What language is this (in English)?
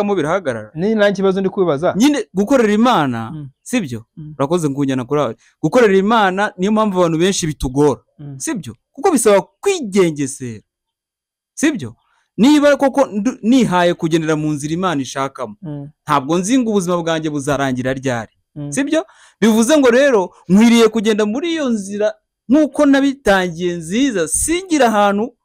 Kinyarwanda